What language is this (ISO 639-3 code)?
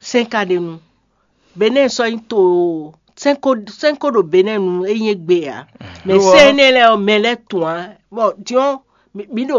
fon